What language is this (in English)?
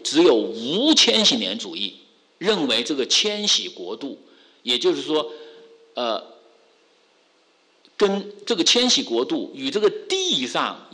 Chinese